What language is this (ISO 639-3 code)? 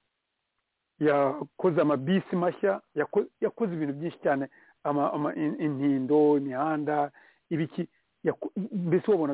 kin